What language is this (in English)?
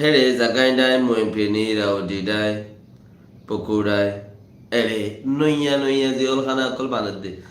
Rohingya